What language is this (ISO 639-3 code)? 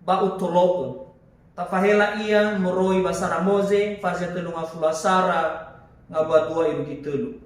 nia